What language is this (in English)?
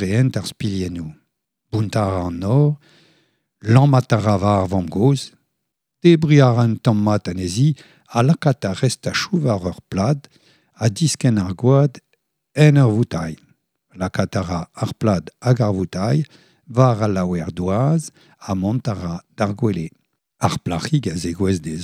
Breton